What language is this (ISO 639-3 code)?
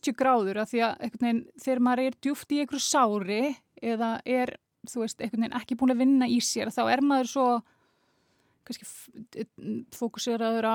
isl